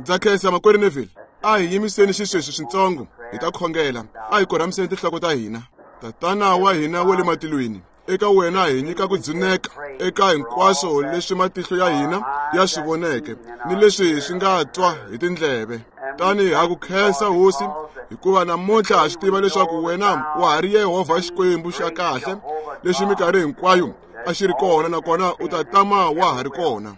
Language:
Tsonga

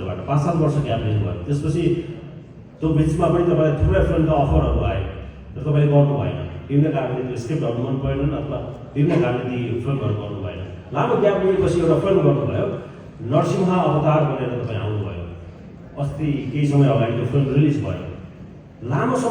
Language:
Nepali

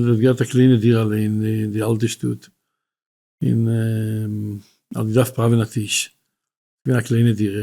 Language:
Yiddish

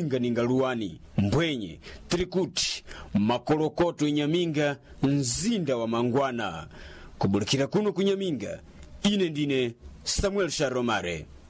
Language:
Sena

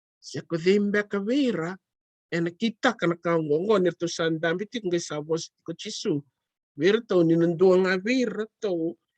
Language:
Fijian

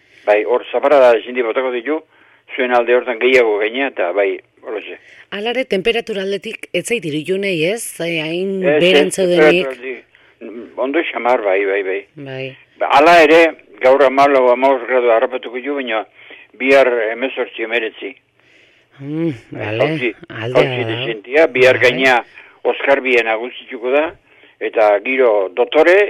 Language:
Basque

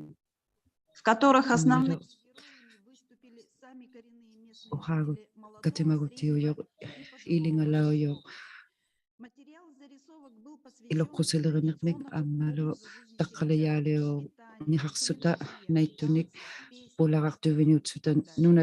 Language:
Inuktitut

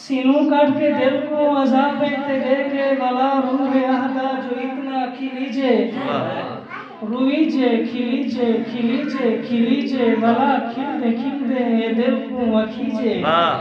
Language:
Saraiki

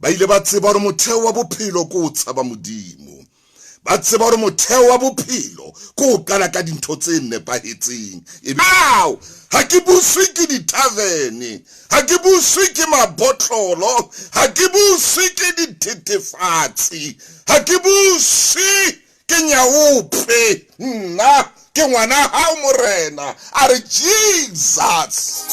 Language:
Southern Sotho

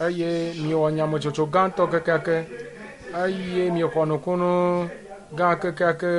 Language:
Ewe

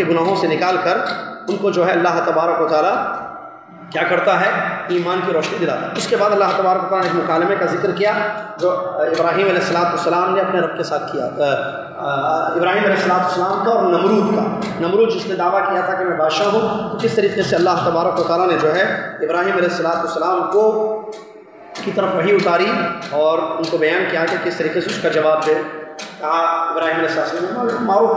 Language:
Urdu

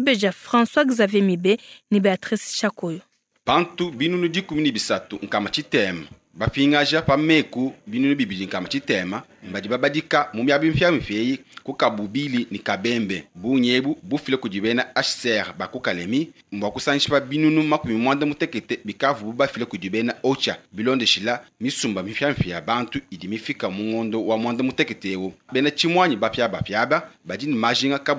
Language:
Luba-Lulua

